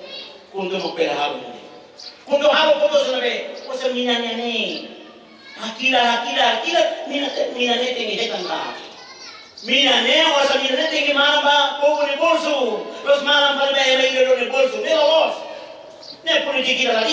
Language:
Tetum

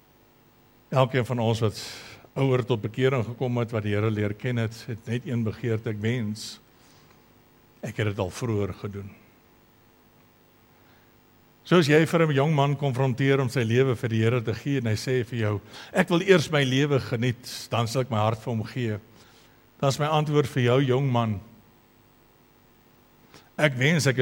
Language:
Afrikaans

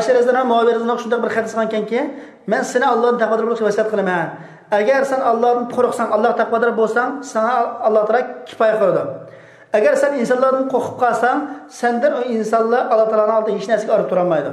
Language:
Uyghur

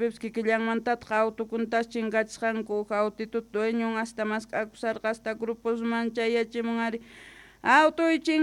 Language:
South Bolivian Quechua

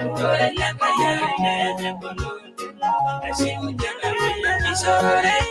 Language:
Masai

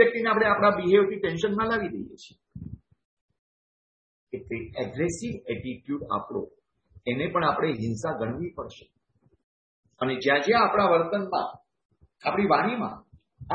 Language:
Gujarati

